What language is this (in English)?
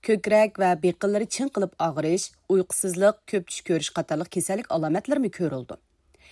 Uyghur